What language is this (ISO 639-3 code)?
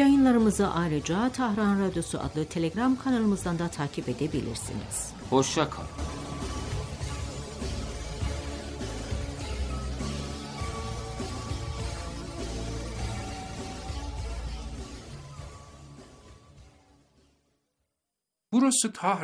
tur